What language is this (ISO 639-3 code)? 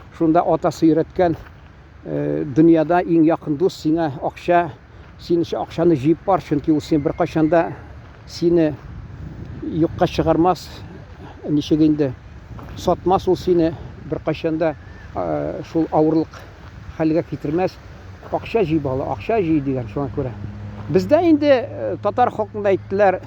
tat